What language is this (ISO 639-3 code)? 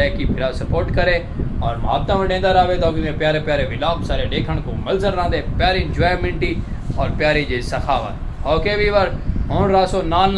skr